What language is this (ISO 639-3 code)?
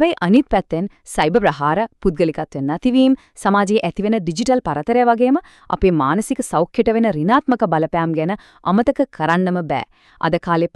sin